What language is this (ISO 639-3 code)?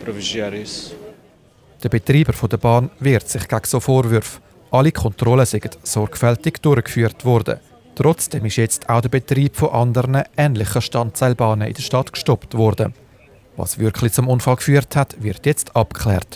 gsw